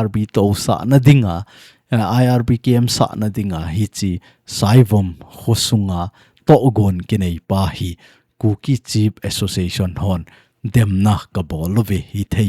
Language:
Thado Chin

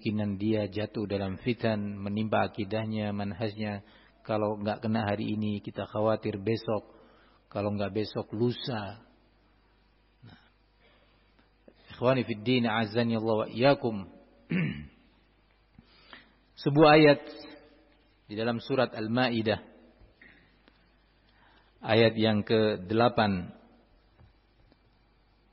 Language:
Indonesian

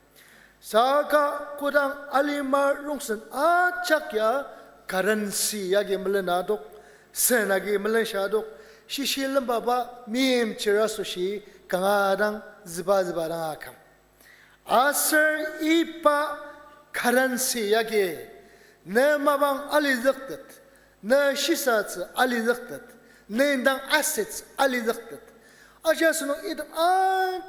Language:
Ao Naga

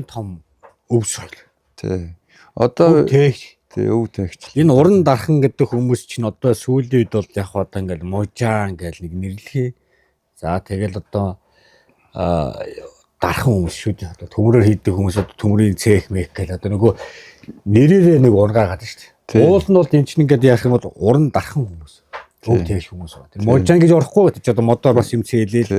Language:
Mongolian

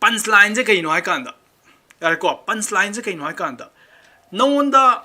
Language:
Manipuri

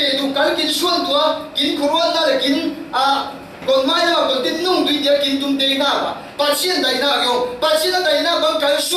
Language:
Falam Chin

